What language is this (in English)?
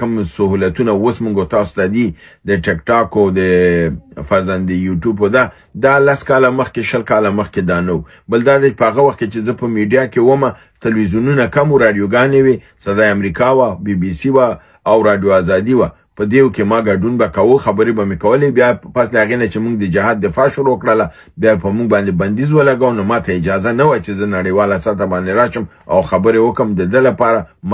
Pashto